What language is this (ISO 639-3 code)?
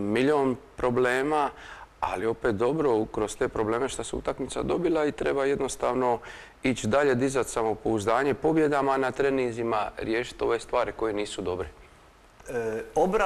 hrv